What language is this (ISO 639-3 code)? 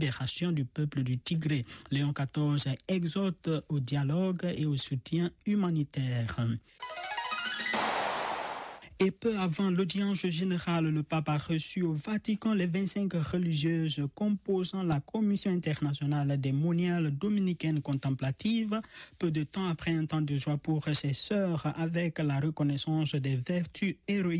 fra